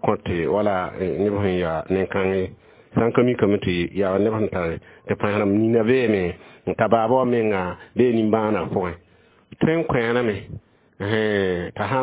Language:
Mossi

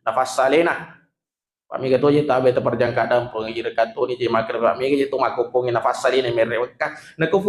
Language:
Buginese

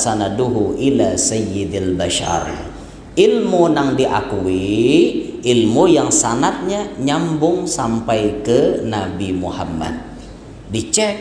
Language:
Banjar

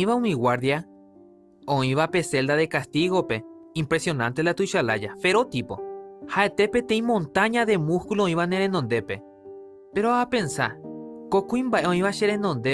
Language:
Guarani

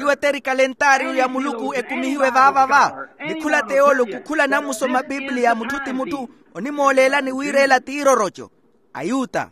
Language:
Makhuwa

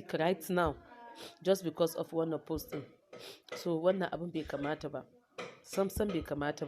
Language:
Hausa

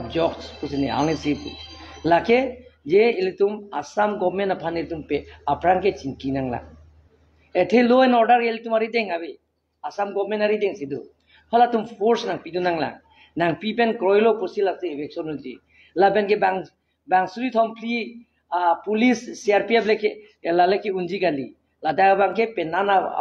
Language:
Karbi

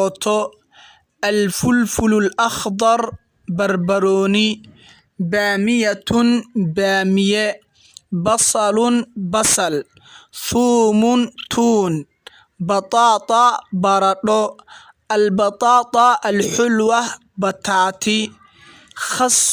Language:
Somali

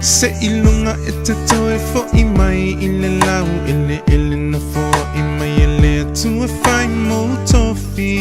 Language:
Samoan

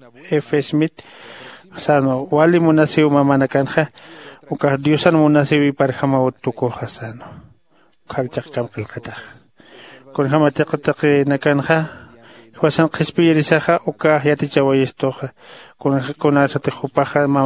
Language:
Aymara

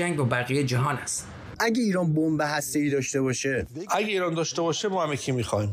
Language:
Persian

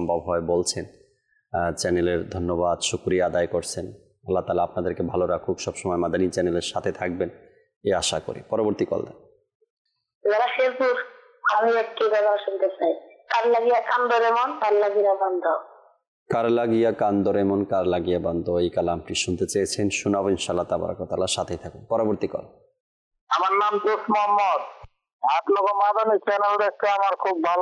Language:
Bangla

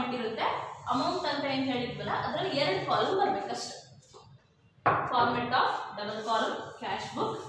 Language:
Kannada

